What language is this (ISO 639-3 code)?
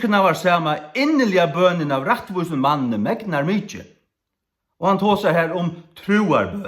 fao